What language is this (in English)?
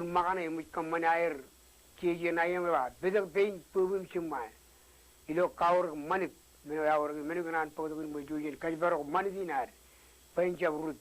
Marshallese